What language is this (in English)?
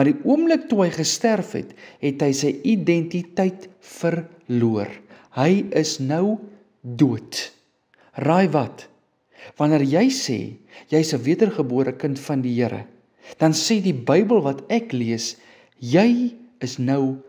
Afrikaans